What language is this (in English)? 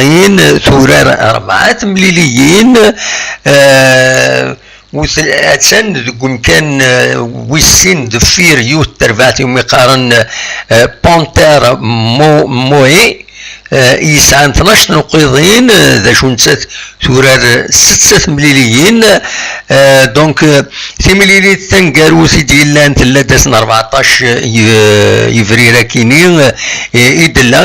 Kabyle